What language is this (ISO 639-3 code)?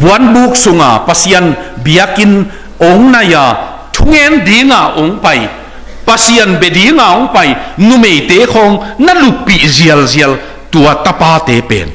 ctd